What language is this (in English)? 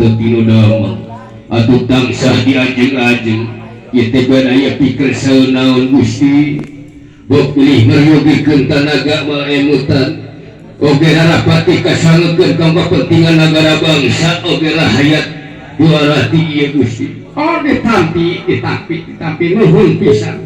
Sundanese